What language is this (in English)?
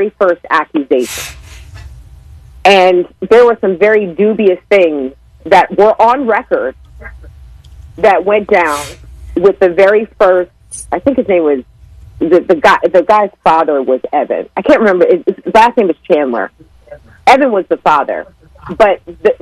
English